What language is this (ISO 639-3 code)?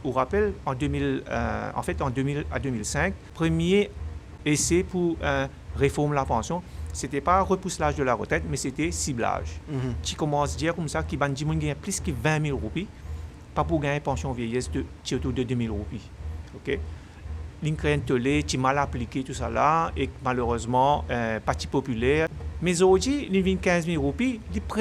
mfe